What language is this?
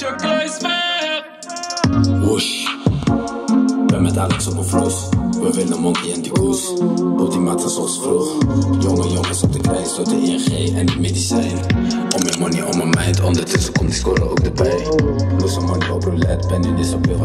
Dutch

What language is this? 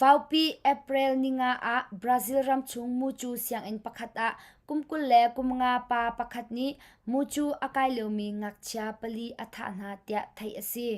Hakha Chin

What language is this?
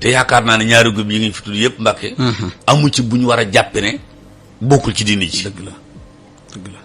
Wolof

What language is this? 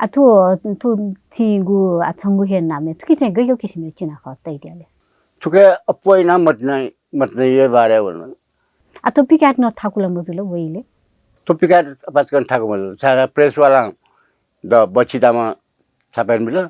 Newari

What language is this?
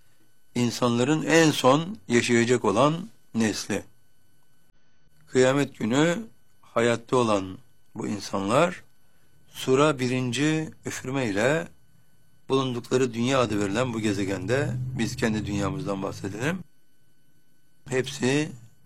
Turkish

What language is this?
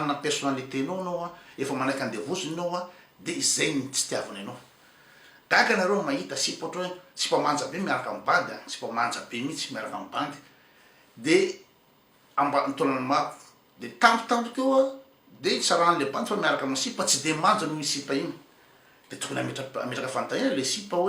Malagasy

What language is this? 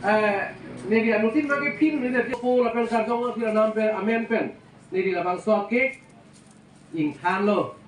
Karbi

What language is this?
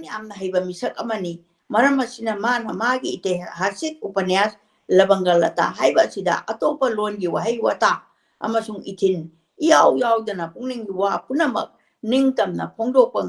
Manipuri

